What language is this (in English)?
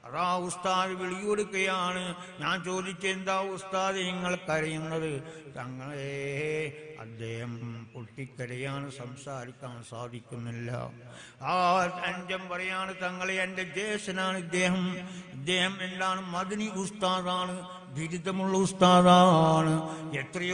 Malayalam